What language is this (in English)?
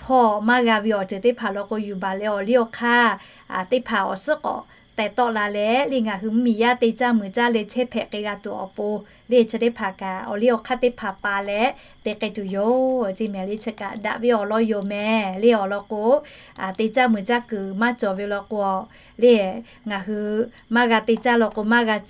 Lahu